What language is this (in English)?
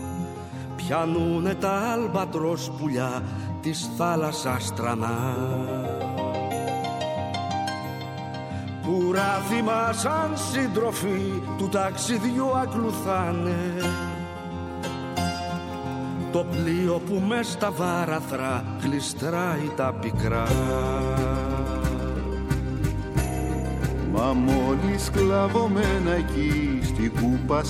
Greek